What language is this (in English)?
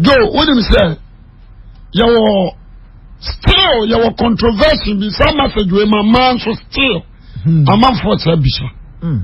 Akan